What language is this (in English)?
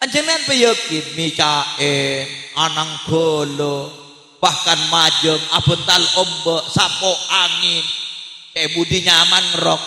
Madurese